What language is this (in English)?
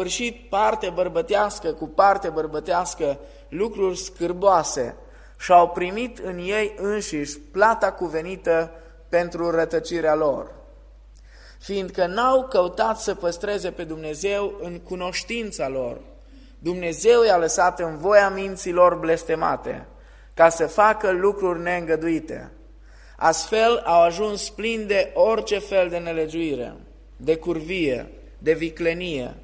Romanian